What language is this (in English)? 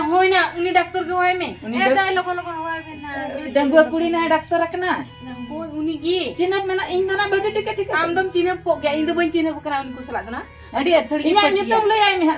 Santali